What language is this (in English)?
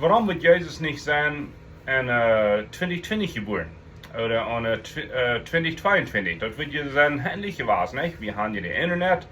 Plautdietsch